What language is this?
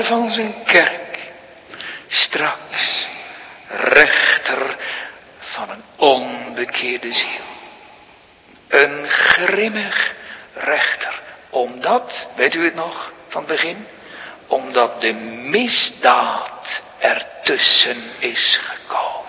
Dutch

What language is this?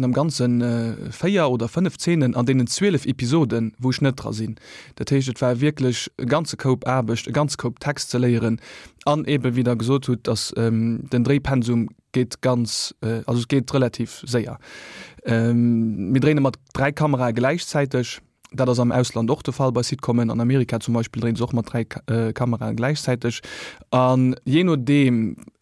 Luxembourgish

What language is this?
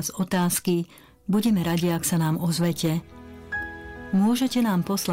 Slovak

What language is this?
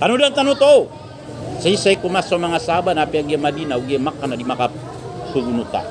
Maranao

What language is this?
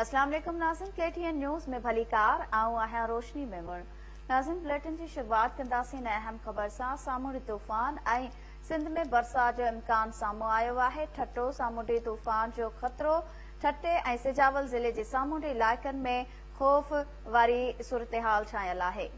Sindhi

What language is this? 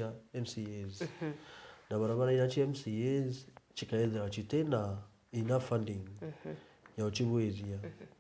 Meru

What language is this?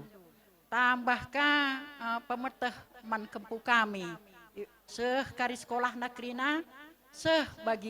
Batak Karo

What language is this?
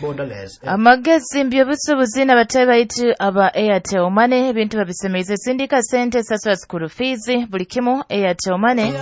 Nyoro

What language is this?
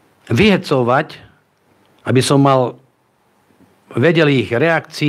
Slovak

